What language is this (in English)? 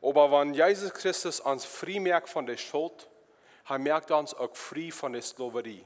Plautdietsch